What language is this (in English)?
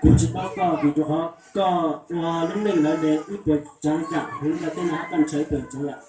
Hmong